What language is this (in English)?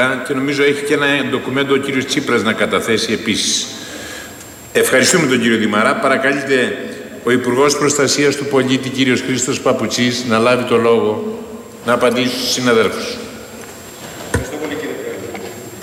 Greek